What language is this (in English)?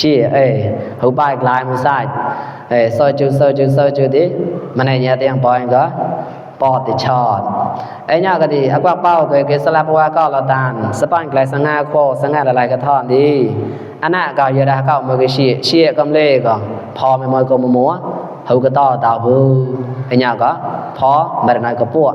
Mon